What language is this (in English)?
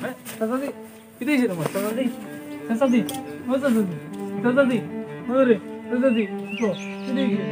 Sylheti